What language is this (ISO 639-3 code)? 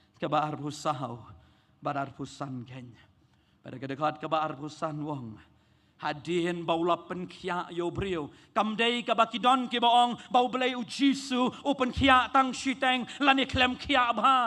kha